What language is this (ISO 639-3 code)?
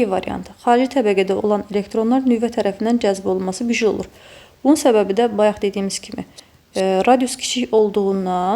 aze